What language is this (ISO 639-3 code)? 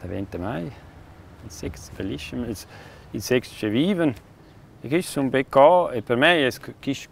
roh